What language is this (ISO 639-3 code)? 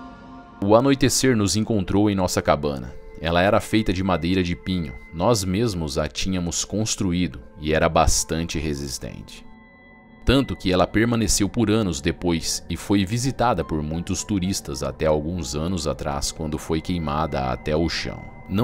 por